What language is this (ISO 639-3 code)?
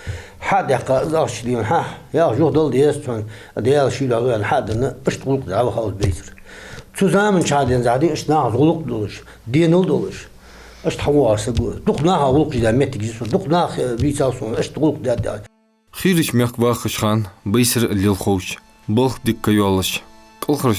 inh